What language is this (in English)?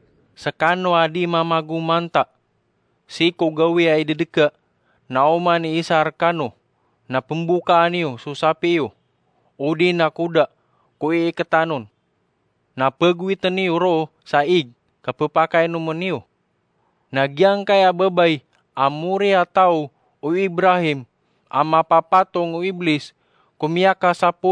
Maranao